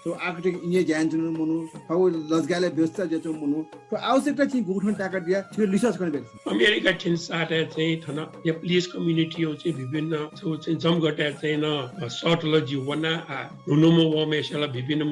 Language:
Newari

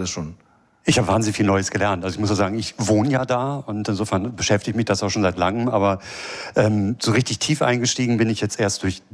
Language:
German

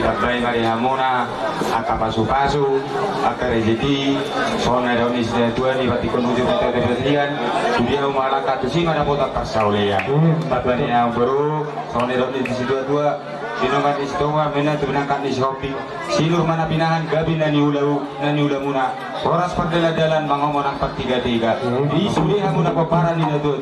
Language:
Batak Toba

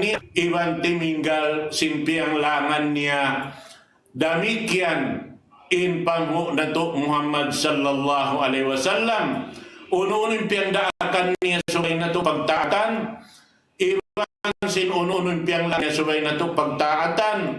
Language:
Tausug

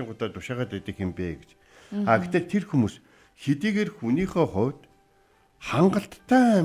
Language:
Mongolian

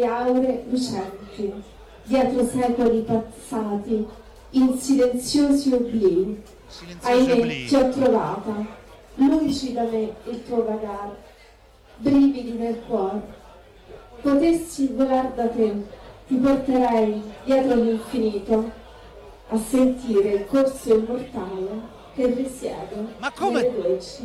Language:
Italian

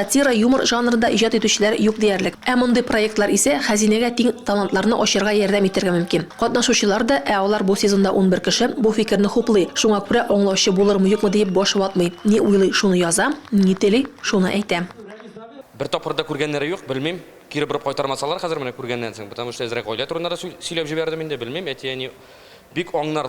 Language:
Tatar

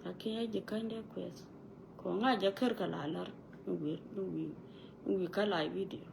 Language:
Nuer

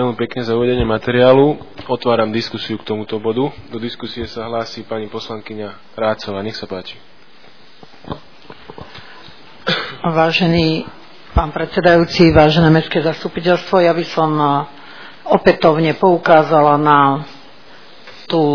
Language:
Slovak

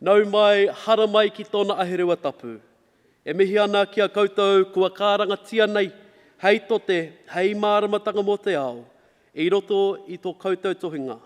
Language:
Māori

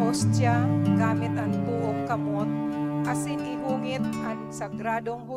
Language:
Bikol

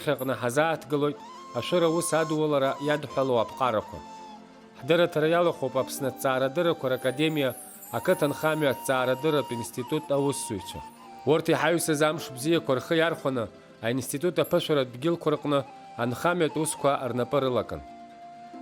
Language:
Abkhazian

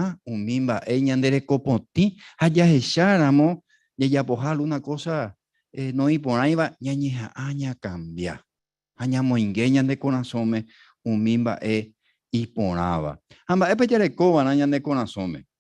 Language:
Guarani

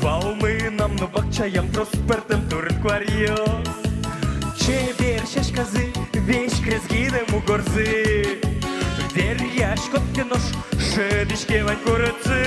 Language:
Udmurt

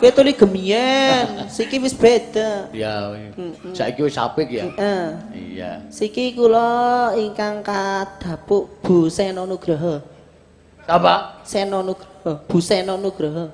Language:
Javanese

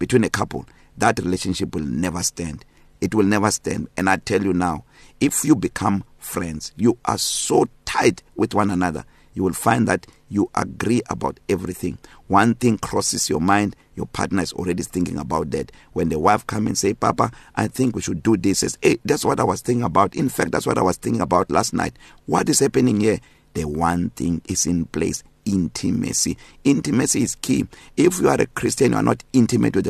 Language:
English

